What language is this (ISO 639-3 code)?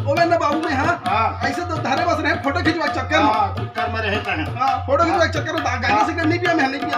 hne